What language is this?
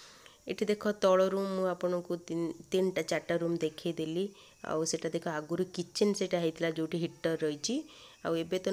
Odia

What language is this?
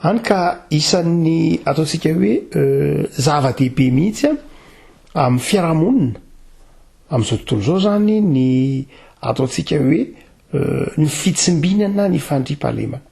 Malagasy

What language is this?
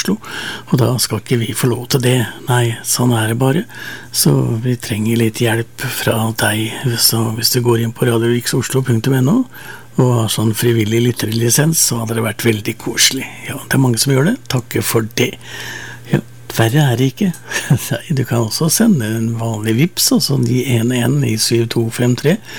Norwegian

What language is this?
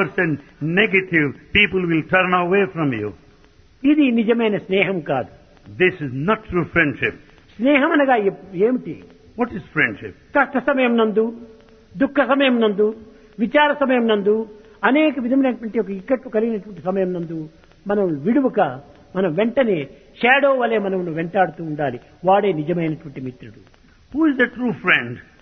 Telugu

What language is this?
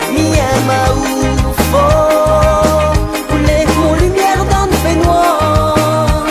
Réunion Creole French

